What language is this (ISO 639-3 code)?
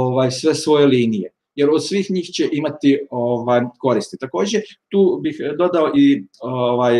srp